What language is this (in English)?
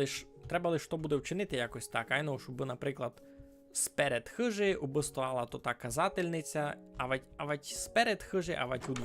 Rusyn